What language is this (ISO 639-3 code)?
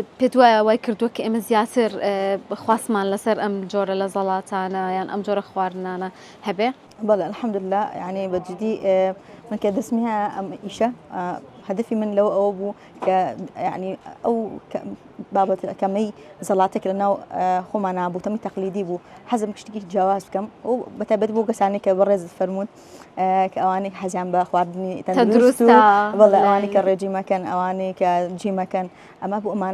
ckb